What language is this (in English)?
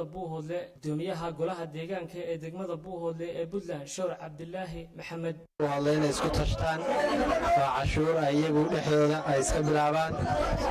Somali